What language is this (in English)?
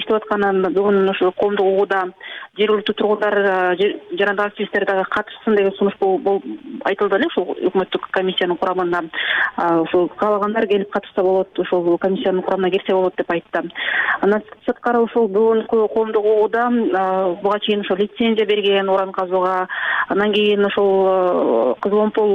Kyrgyz